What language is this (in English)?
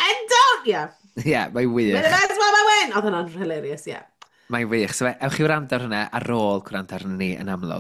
Welsh